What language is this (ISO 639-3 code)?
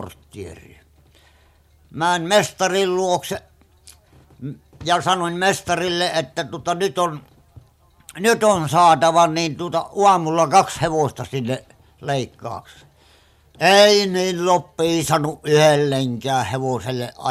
fin